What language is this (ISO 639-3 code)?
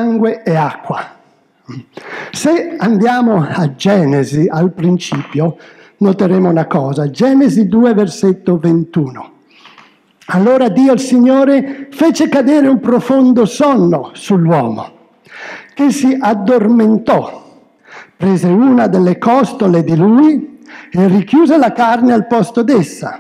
ita